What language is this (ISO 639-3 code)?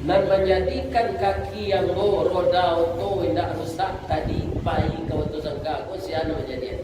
min